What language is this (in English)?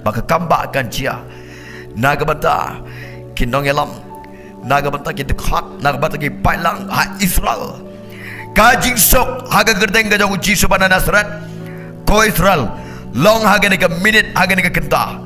Khasi